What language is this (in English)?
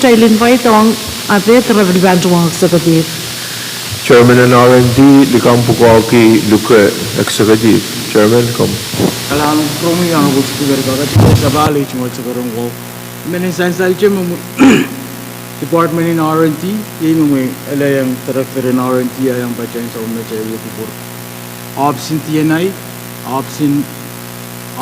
Pohnpeian